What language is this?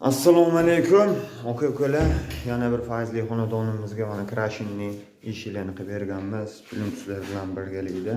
Uzbek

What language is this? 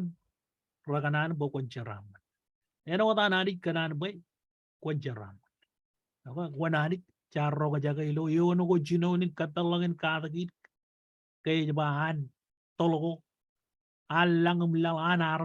Marshallese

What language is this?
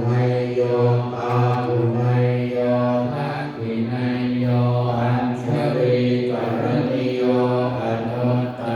Pali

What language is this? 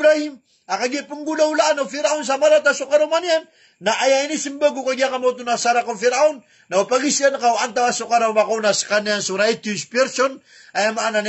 Maranao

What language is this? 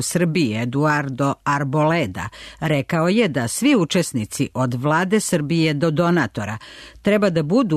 Serbian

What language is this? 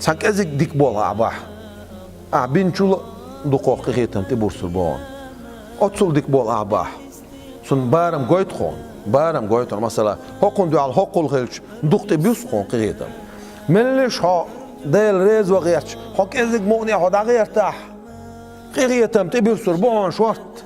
Chechen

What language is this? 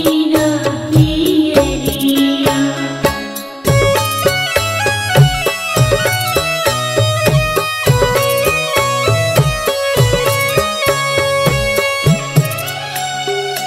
Bhojpuri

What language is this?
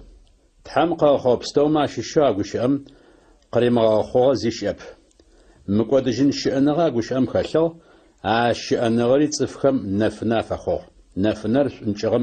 Adyghe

